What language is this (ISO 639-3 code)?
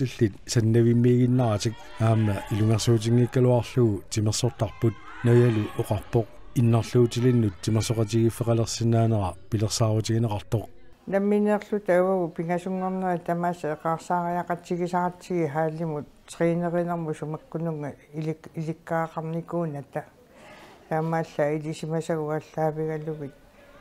kal